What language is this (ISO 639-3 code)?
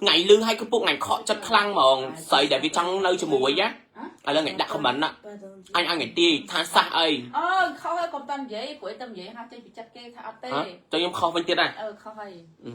khm